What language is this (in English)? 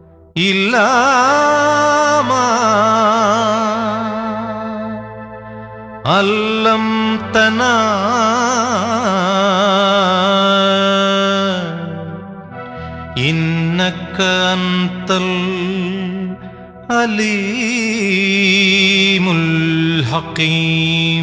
Malayalam